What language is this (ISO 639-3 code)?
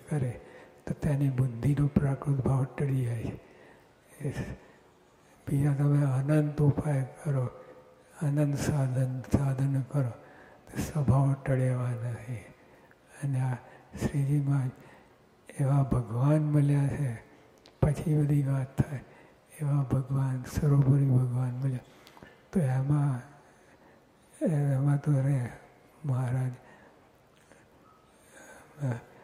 guj